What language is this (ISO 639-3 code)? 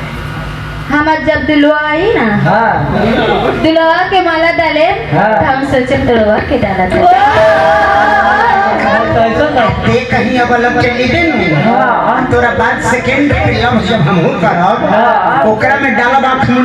bho